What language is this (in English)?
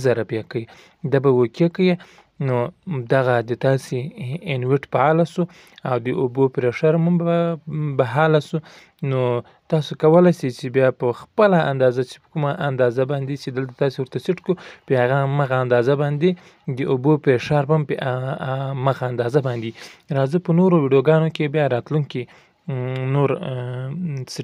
Pashto